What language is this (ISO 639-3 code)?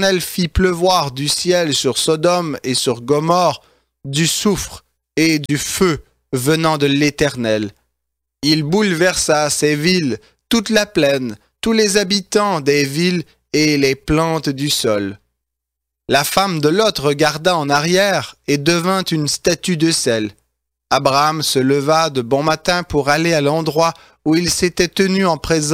fra